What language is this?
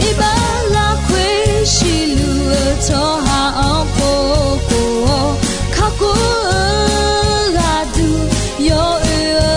Akha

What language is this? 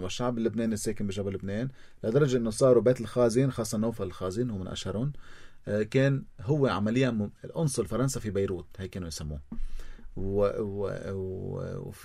North Levantine Arabic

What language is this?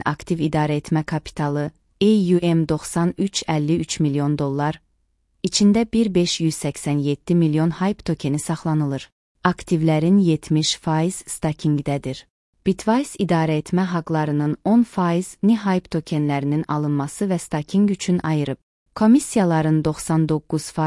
Azerbaijani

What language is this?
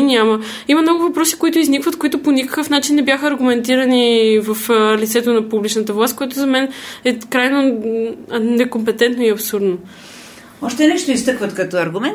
Bulgarian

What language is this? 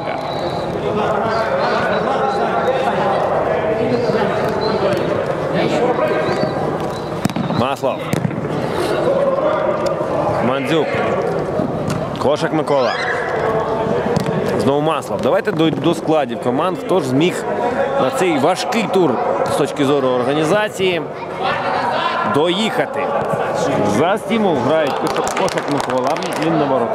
Ukrainian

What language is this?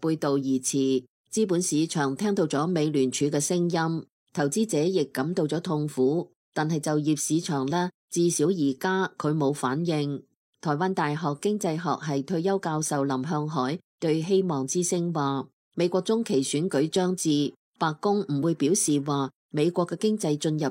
Cantonese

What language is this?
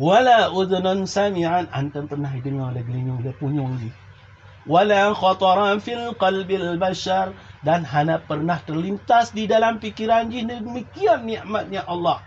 Achinese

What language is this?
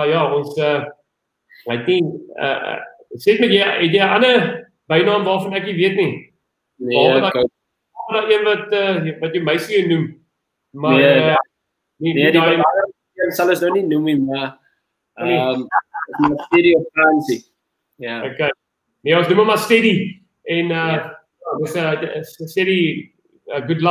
Afrikaans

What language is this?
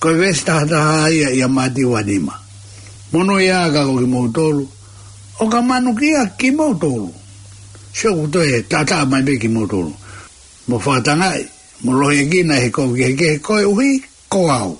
Tongan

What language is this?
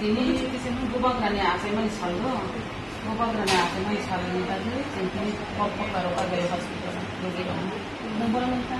Kok Borok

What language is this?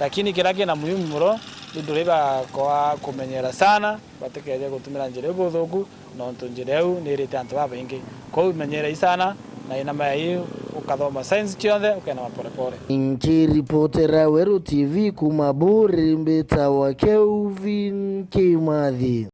Meru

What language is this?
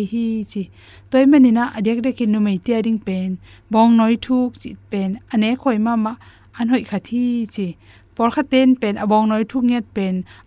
Tedim Chin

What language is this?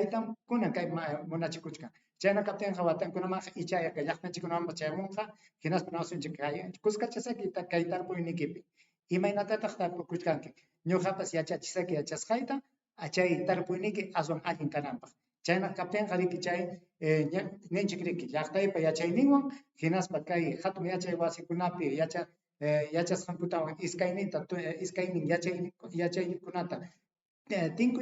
Ayacucho Quechua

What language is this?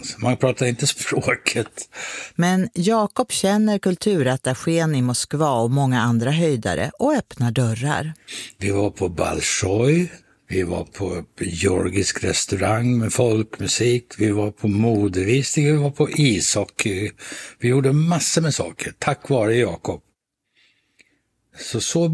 Swedish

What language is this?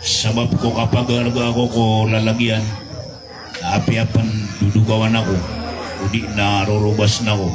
Maranao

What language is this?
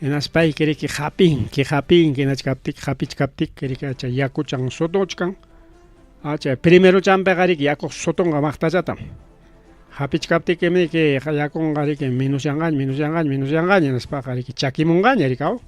Ayacucho Quechua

